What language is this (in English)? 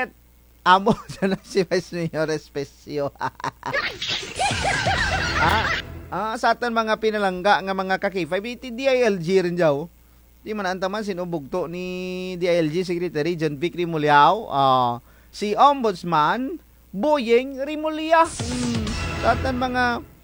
Kinaray-a